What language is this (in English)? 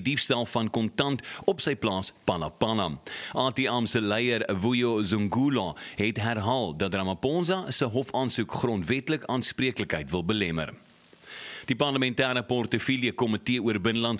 Afrikaans